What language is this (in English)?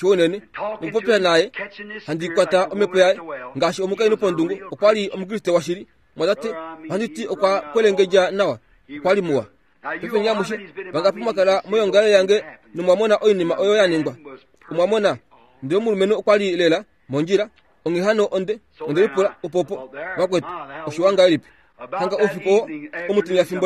Kuanyama